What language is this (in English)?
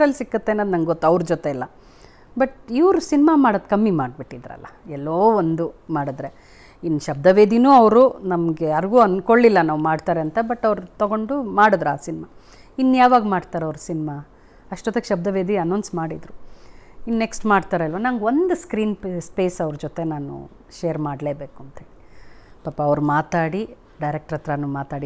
Kannada